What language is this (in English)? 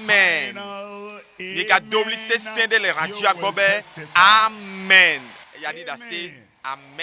Ewe